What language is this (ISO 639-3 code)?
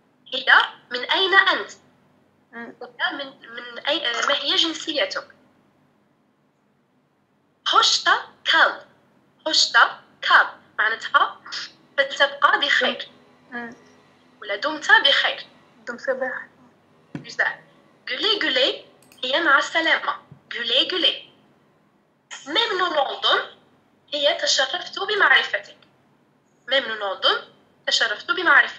ara